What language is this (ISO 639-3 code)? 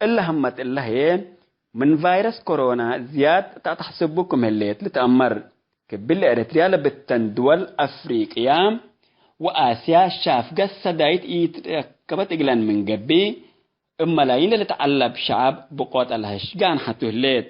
tig